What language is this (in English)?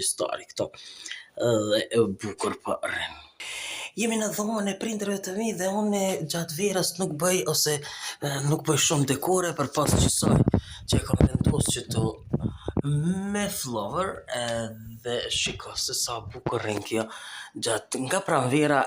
Albanian